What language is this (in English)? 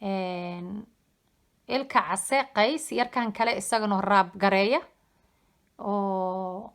Somali